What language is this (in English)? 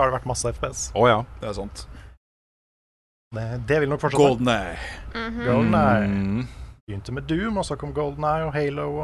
Norwegian